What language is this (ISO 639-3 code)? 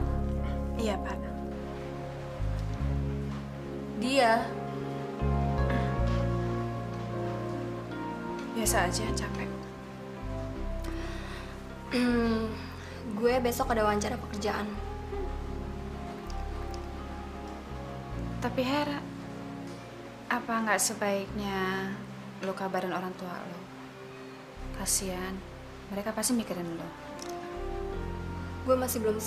ind